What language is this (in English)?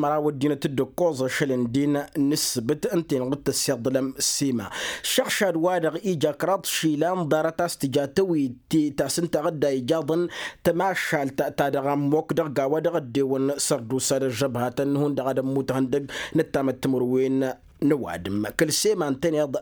Tamasheq